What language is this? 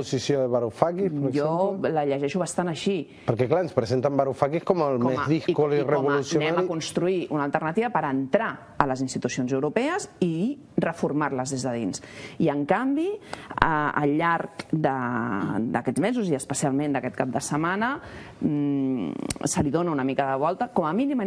Catalan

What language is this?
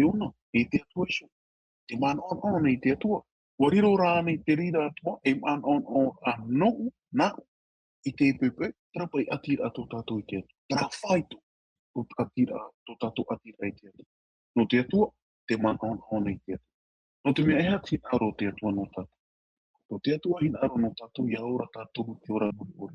Tahitian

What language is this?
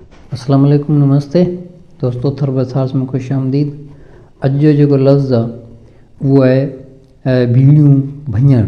Sindhi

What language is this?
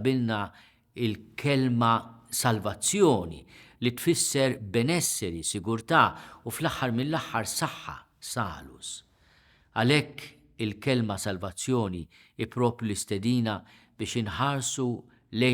Maltese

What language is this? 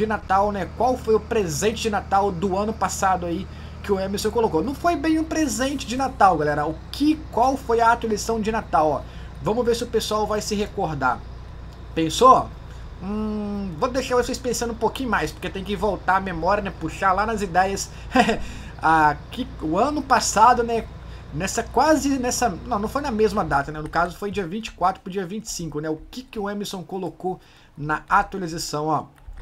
Portuguese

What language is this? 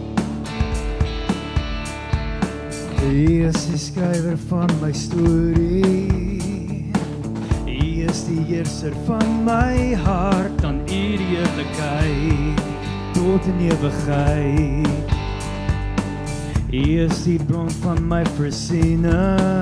Afrikaans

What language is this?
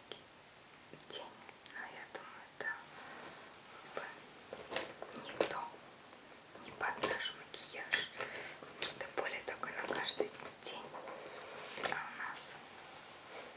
Russian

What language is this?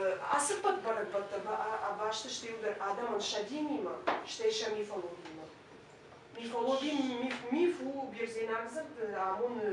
Ossetic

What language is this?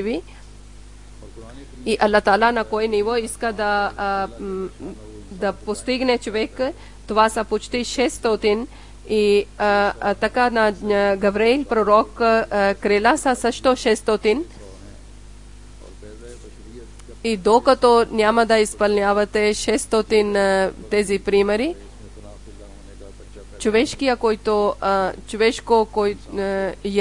Bulgarian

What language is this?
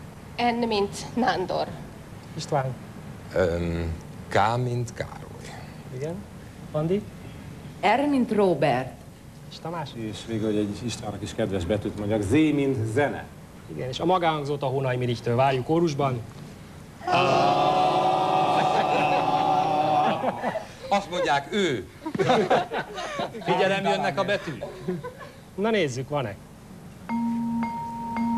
Hungarian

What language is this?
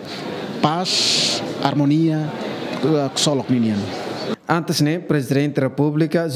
Tetum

